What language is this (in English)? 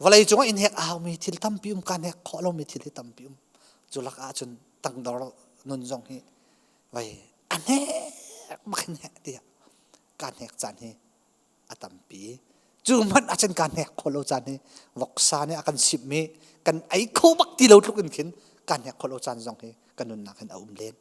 Hakha Chin